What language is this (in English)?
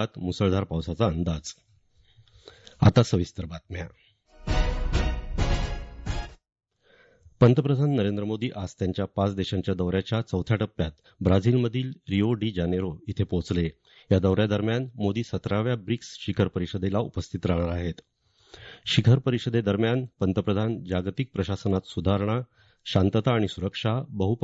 Marathi